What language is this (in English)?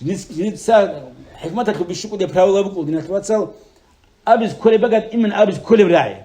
Avaric